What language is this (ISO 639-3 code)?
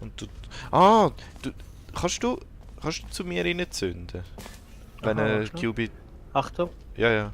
gsw